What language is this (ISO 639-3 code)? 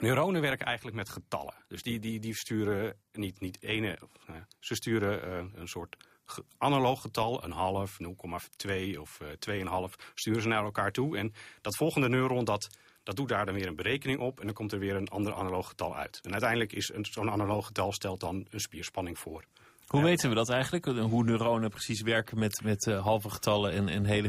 nld